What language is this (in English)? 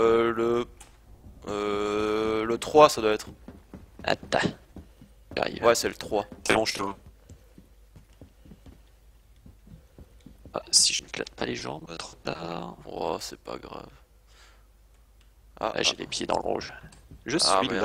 French